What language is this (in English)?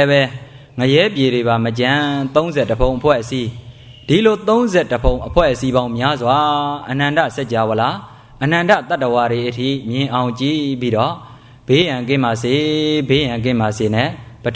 Burmese